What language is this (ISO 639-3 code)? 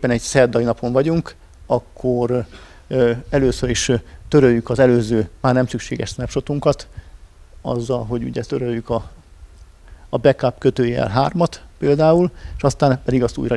hun